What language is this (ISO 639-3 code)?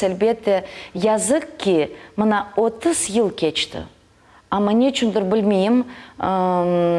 crh